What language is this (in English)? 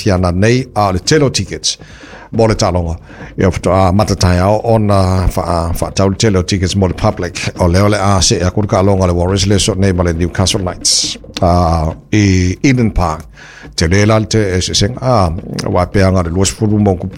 Samoan